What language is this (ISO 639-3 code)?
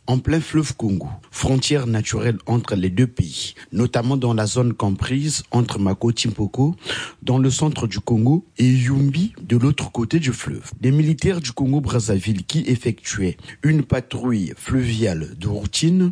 fra